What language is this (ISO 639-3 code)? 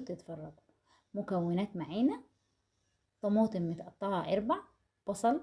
arz